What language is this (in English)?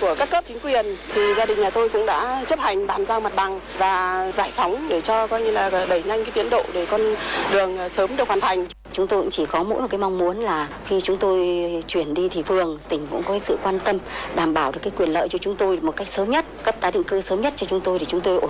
Vietnamese